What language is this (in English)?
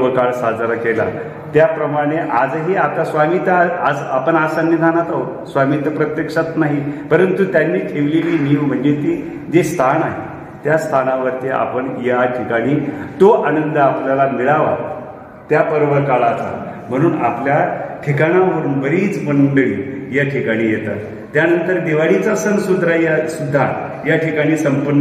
Marathi